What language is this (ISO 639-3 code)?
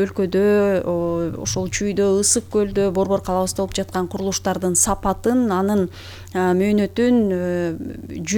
kir